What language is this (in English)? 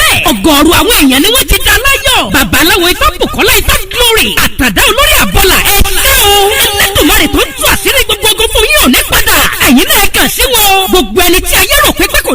Yoruba